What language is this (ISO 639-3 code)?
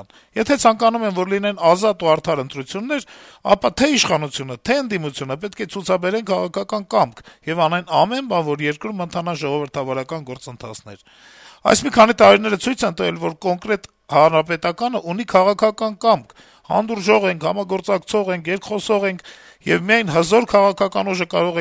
hye